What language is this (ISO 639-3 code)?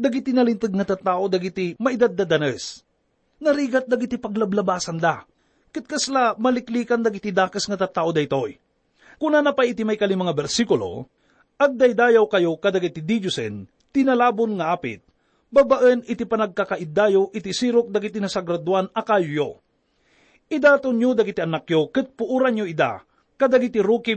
ilo